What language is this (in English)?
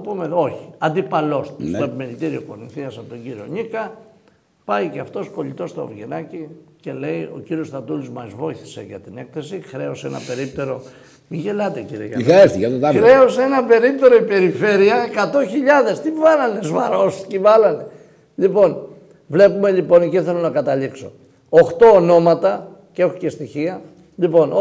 Greek